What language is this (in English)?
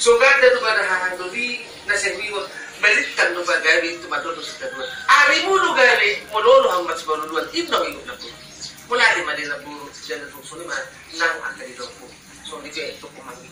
Batak Toba